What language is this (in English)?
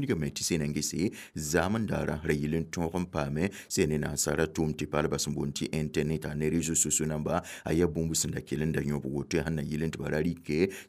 Mossi